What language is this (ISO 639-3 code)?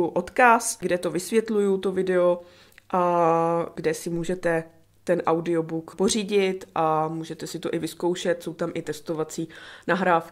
ces